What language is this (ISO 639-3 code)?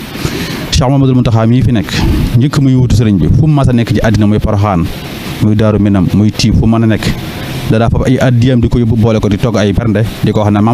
wol